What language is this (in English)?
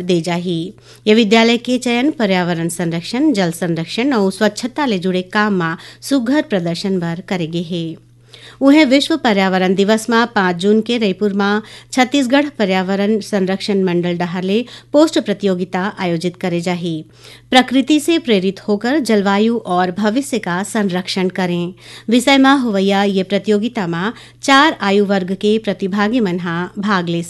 Chhattisgarhi